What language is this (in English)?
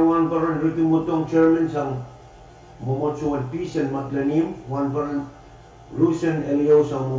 Pohnpeian